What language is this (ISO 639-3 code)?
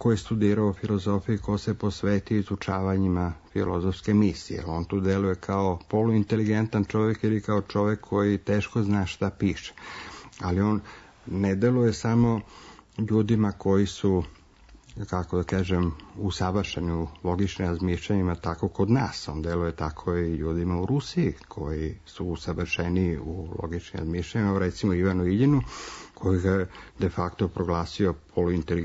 srp